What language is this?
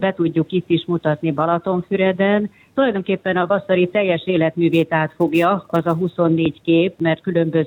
Hungarian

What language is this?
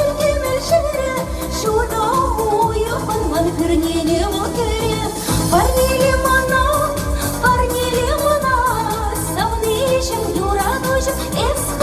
Chuvash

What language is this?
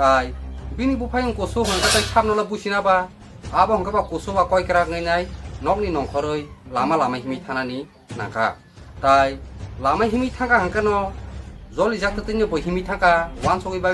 Kok Borok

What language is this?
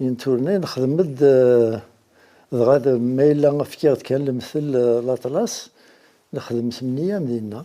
Kabyle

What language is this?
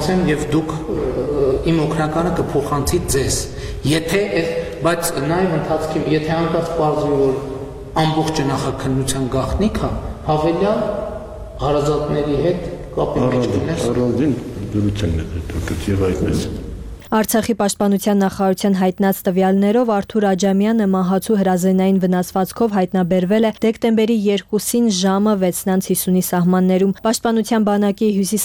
Armenian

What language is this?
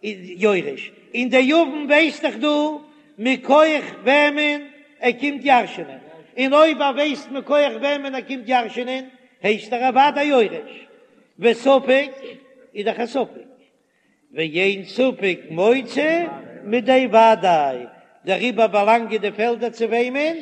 Yiddish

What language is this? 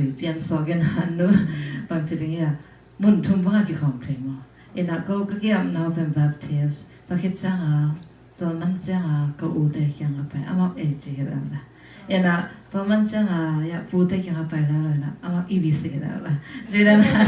Tedim Chin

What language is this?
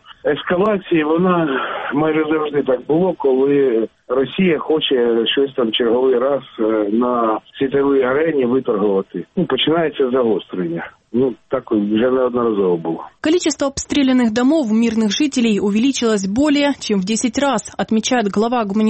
Ukrainian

